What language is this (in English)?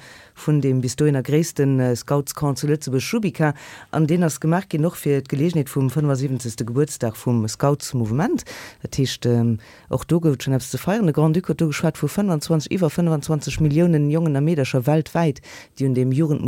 Luxembourgish